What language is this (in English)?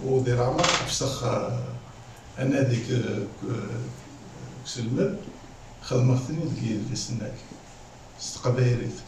Kabyle